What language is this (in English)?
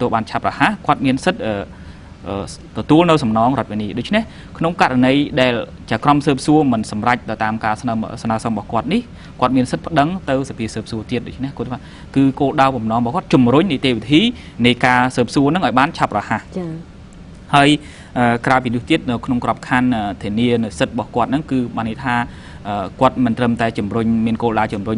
Khmer